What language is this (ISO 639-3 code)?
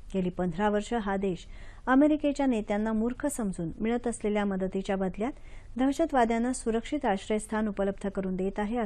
mar